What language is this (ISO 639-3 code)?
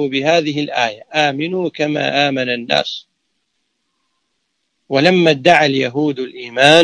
ara